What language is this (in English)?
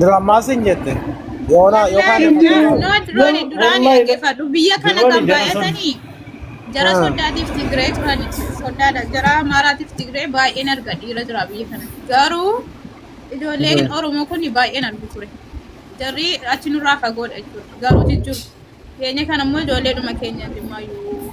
Oromo